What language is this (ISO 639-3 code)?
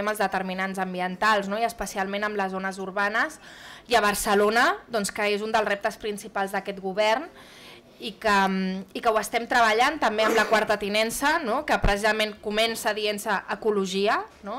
cat